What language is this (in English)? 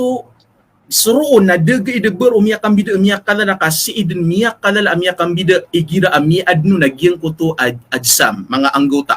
Maranao